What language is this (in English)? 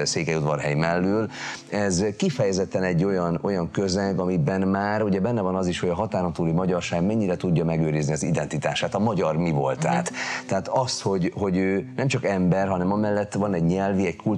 Hungarian